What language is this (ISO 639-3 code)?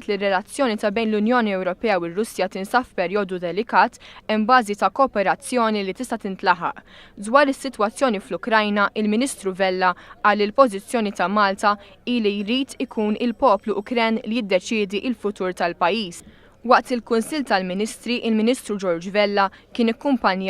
mlt